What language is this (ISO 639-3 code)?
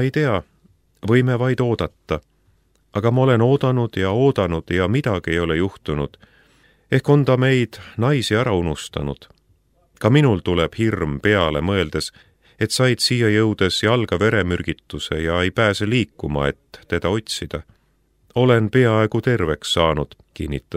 est